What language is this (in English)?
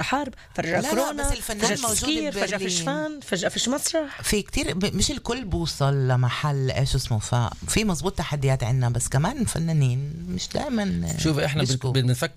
North Levantine Arabic